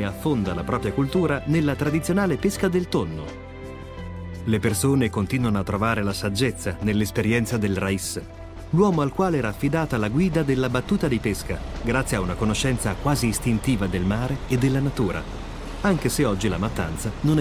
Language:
Italian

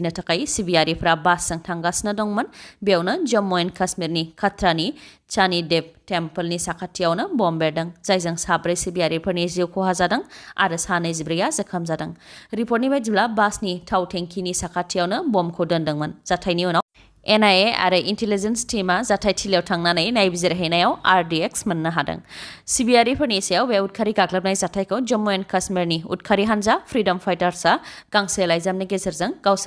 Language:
Bodo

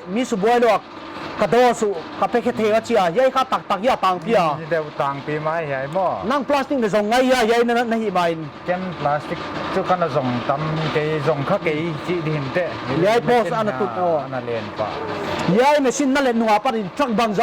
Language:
Paite Chin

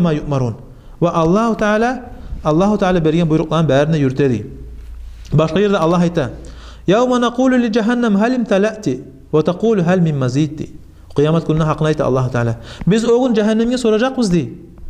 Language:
Kumyk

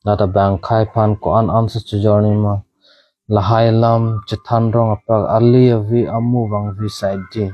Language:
Karbi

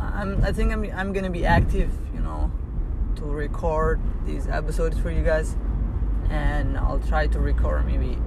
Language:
English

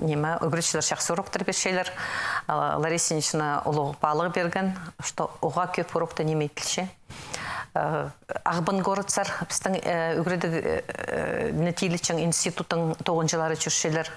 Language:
Khakas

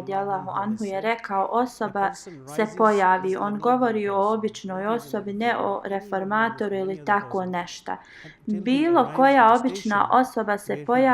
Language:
Bosnian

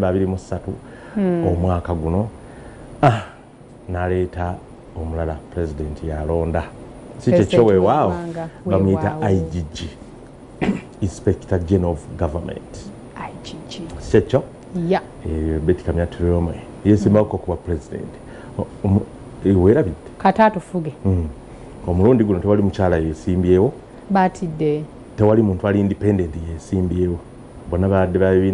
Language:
Ganda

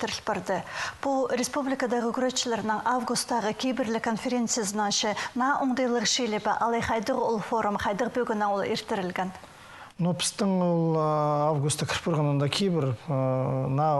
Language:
Khakas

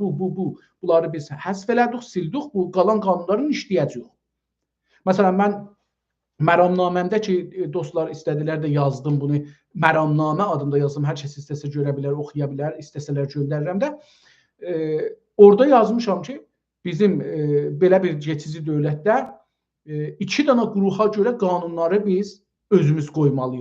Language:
South Azerbaijani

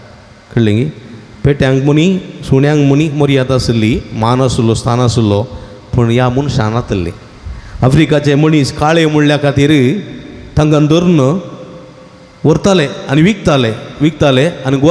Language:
Konkani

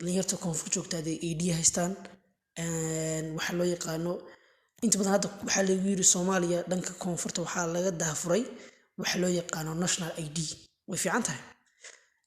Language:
Somali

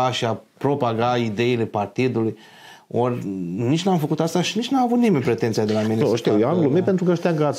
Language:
Romanian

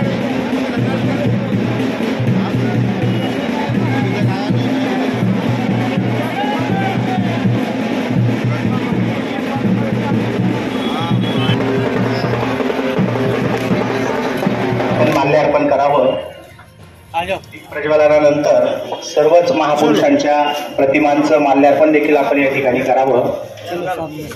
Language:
Marathi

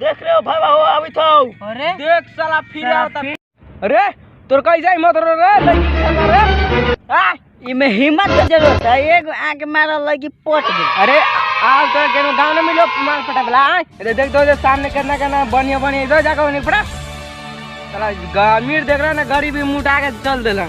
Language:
Magahi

